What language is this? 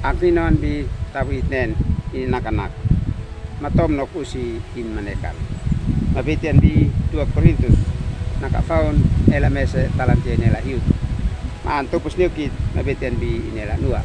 Uab Meto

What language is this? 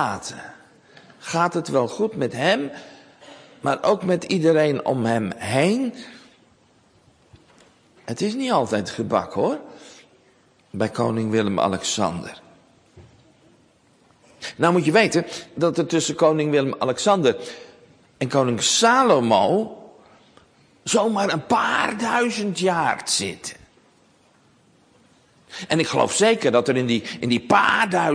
Dutch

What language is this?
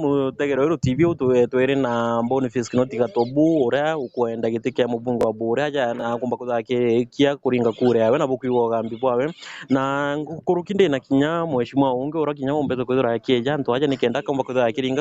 Meru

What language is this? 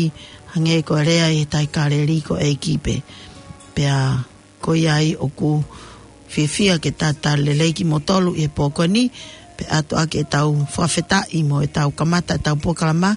Tongan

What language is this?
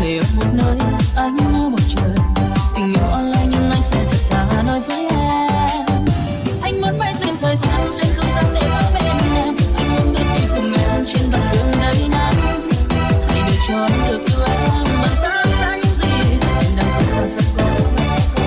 Hmong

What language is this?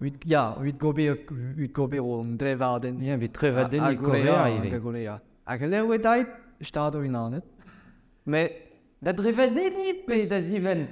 Breton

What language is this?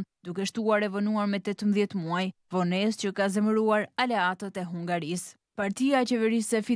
Albanian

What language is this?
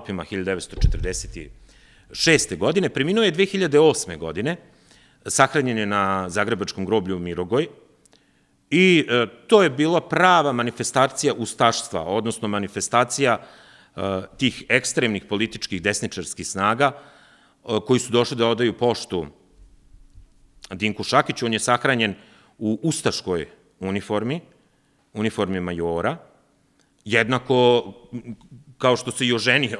Serbian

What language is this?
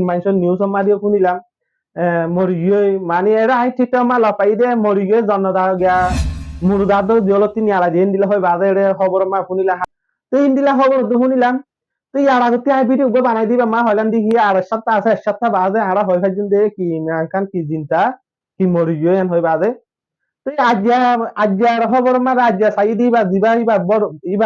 Rohingya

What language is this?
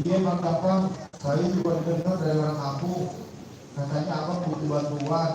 Betawi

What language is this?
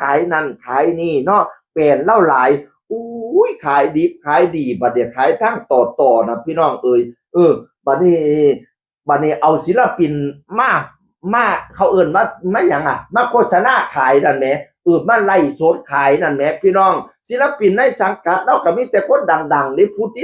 Northeastern Thai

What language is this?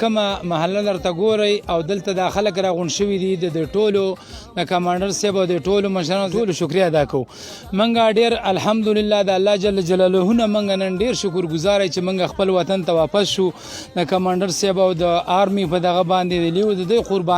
Pashto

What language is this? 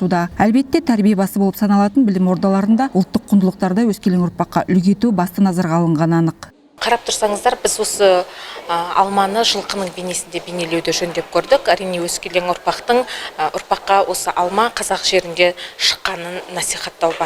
Kazakh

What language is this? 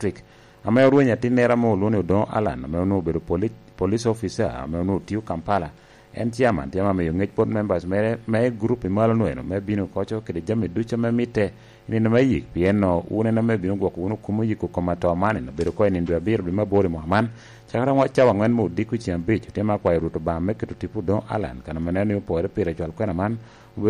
Lango (Uganda)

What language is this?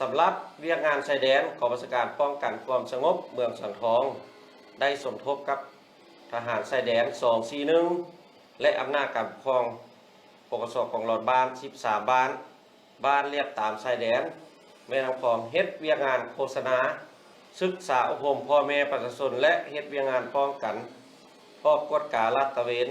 Lao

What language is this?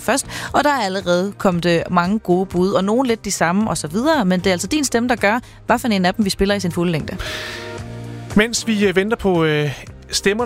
Danish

